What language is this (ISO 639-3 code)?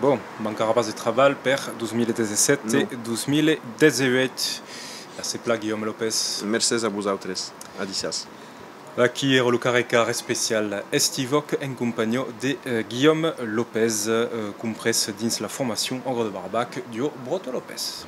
oci